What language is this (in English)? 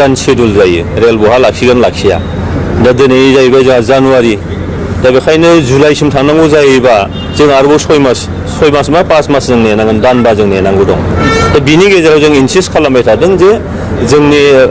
Bodo